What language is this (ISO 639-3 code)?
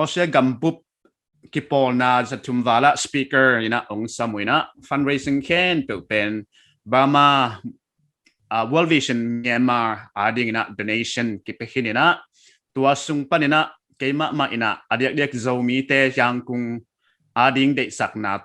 pck